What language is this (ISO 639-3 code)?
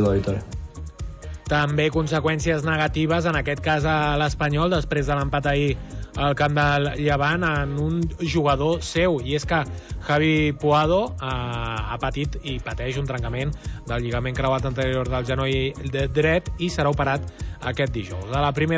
cat